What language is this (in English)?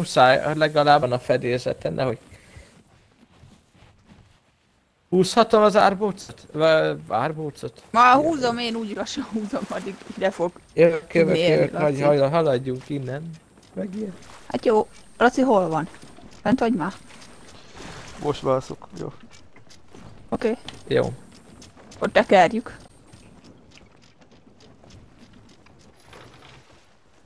Hungarian